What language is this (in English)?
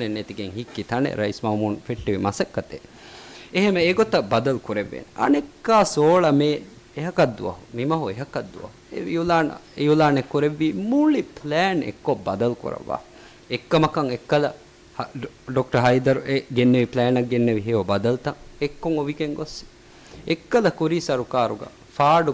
Divehi